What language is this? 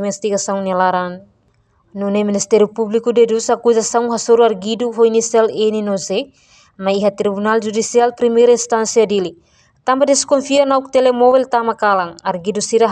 Tetum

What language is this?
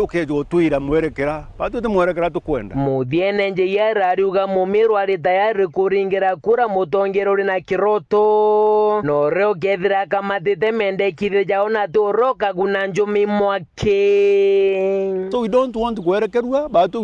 Meru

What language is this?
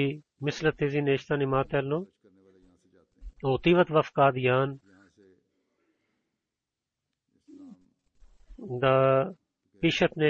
Bulgarian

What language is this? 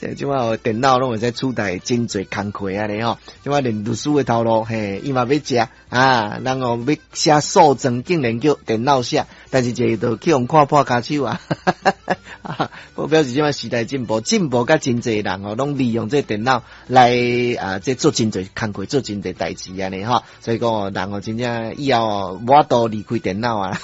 Min Nan Chinese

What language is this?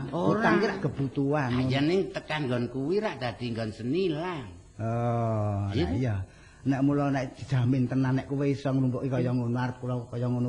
Javanese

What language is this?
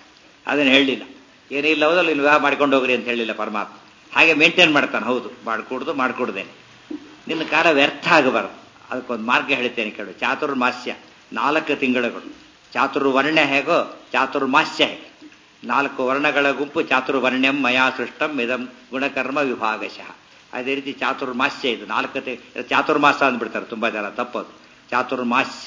Kannada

